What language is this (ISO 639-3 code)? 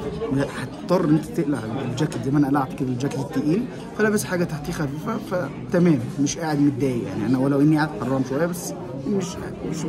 arz